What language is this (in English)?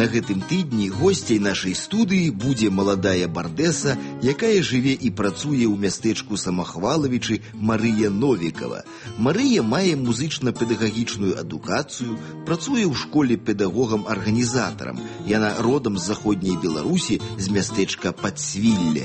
Belarusian